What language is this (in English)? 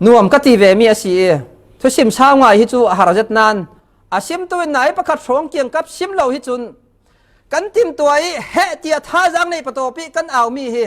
Falam Chin